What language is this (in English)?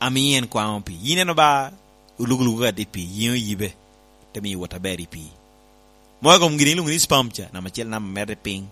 Lango (Uganda)